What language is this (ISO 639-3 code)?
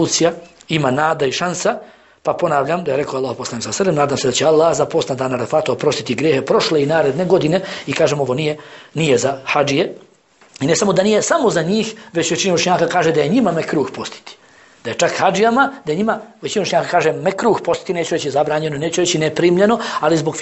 bos